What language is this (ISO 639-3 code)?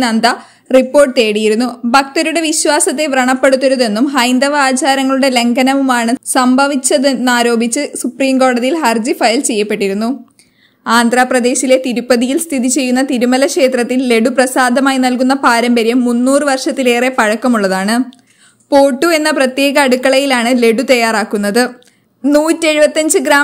mal